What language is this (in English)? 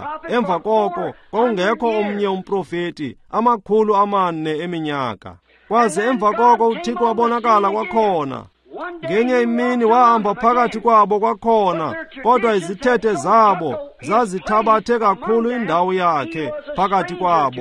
Xhosa